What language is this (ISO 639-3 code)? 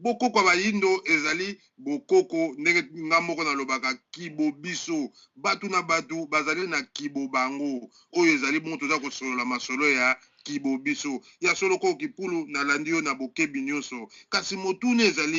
lin